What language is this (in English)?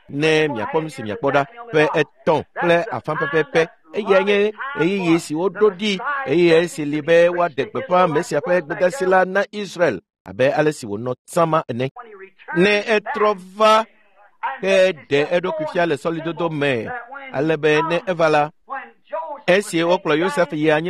Ewe